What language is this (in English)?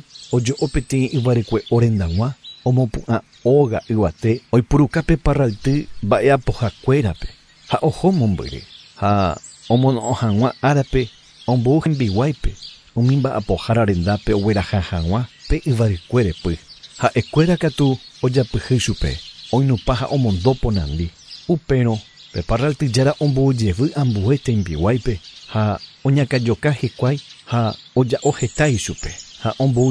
Guarani